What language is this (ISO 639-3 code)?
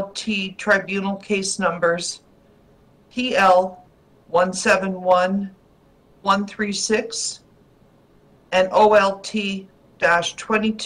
eng